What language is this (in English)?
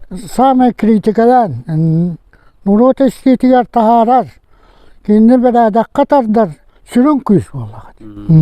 Yakut